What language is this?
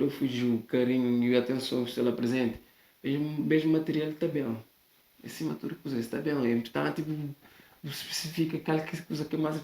Kabuverdianu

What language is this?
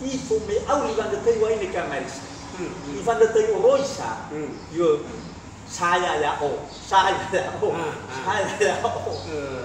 Nias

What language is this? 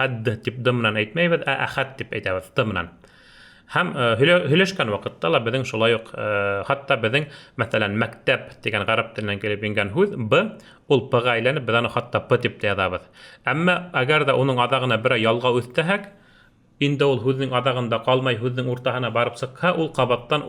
Bashkir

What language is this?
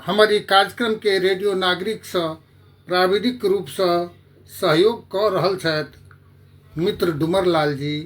Maithili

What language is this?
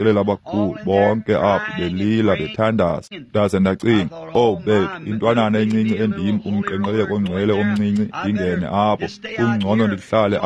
Xhosa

